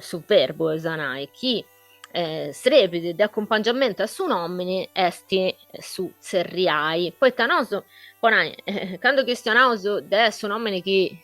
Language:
Sardinian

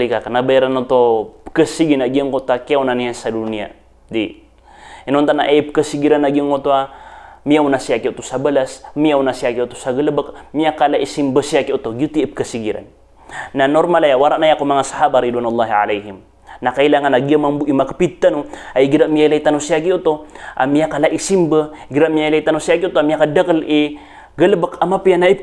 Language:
Maranao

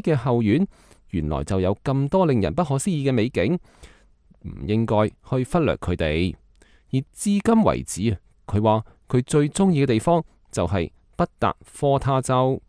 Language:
Cantonese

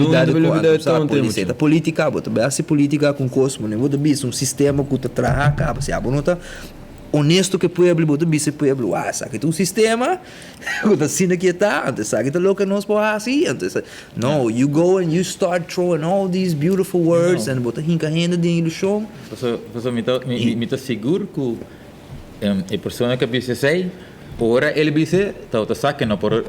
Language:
Papiamento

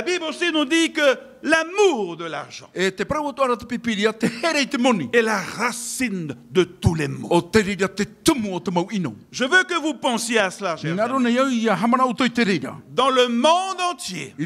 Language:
Tahitian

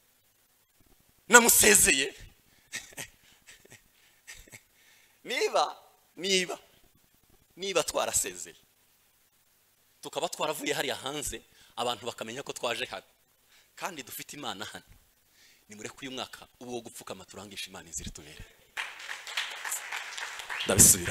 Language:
Kinyarwanda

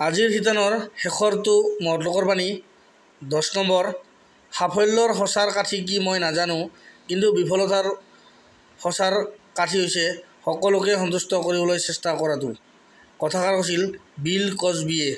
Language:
Assamese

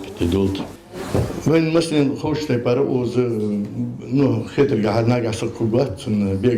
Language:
Ingush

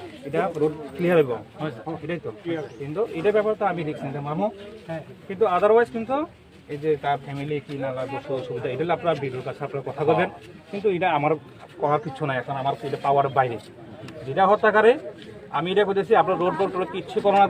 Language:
Bishnupriya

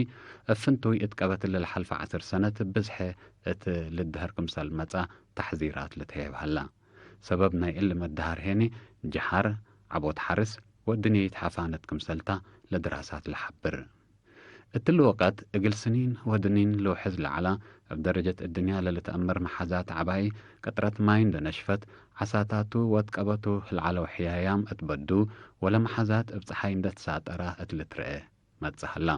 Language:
Tigre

